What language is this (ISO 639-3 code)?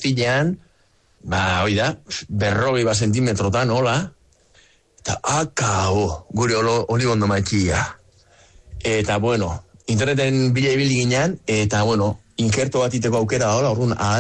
eus